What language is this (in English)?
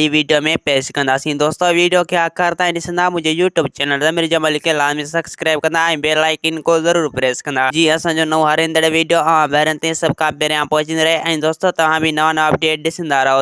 Sindhi